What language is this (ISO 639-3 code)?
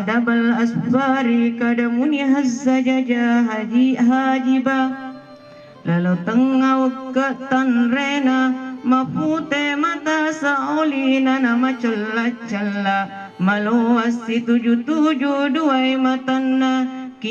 bug